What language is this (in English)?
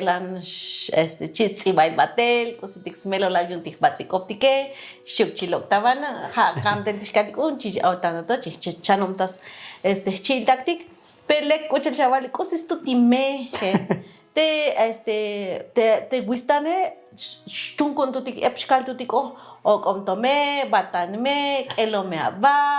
Tzotzil